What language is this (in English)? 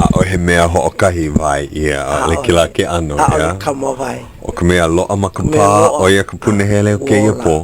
Hawaiian